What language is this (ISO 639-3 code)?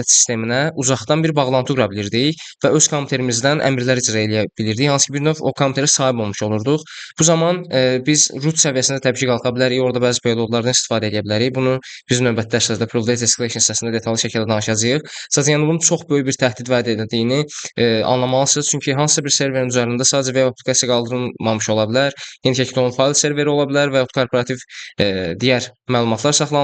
aze